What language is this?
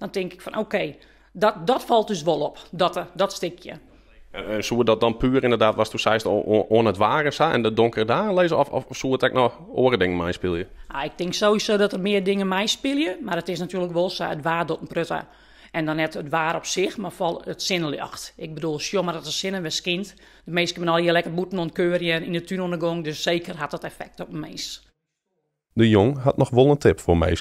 Western Frisian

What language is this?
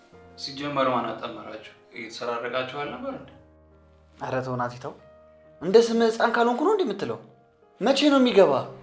Amharic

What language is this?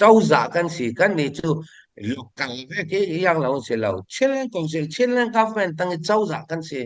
Falam Chin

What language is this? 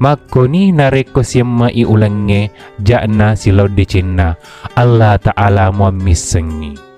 Buginese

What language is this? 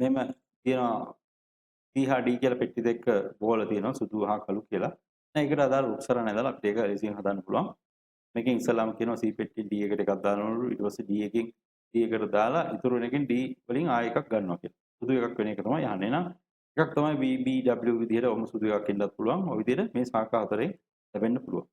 Sinhala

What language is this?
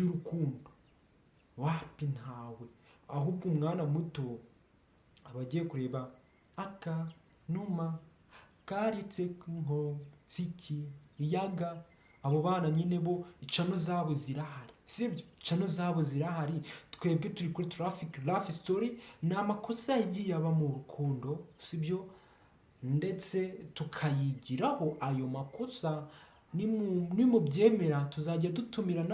Kinyarwanda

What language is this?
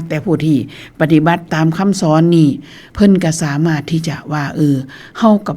Northeastern Thai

